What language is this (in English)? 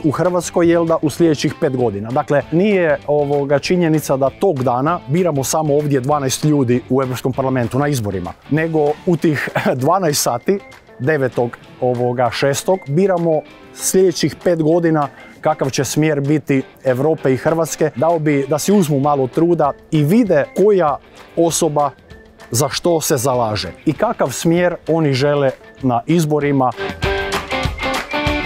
Croatian